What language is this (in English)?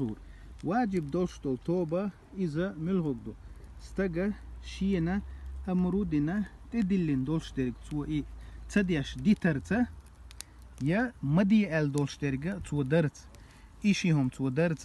Chechen